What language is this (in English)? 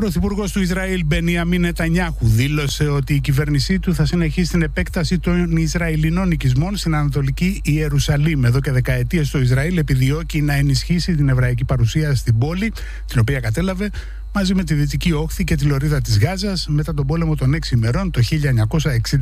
Greek